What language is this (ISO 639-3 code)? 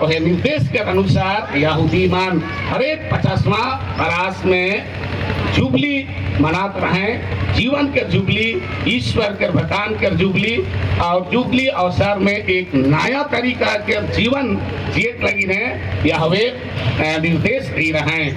sck